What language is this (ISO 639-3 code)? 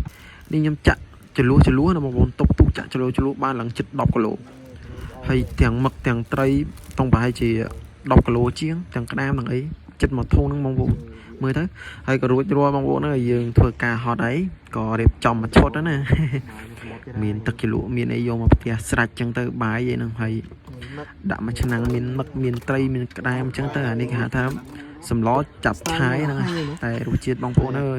khm